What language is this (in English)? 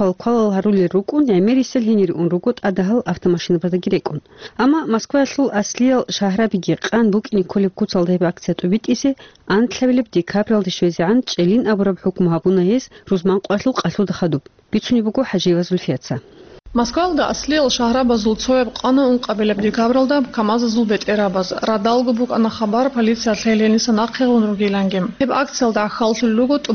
Avaric